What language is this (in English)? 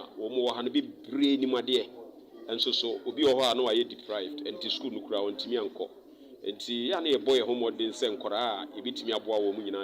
Akan